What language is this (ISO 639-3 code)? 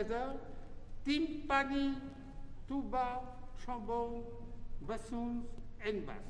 eng